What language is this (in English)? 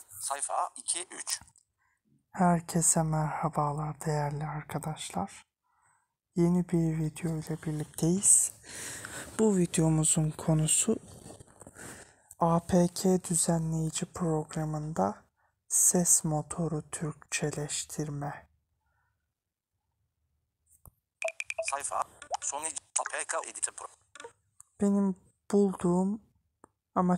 Turkish